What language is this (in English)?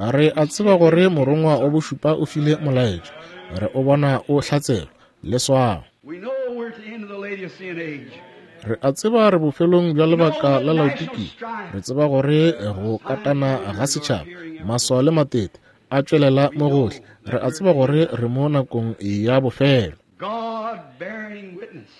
Northern Sotho